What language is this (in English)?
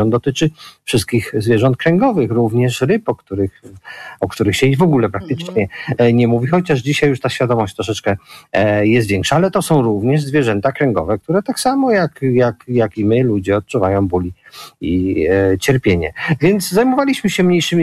Polish